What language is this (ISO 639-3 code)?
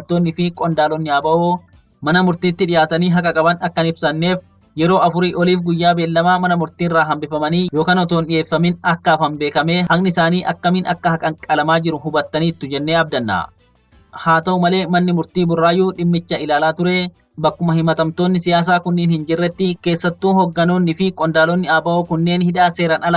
orm